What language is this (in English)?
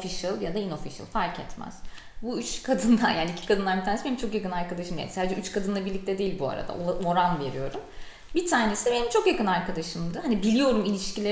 Turkish